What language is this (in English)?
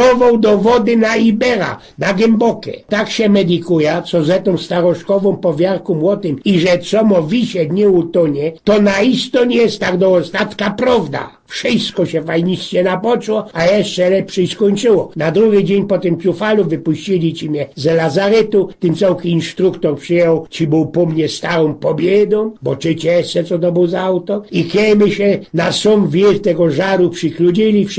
Silesian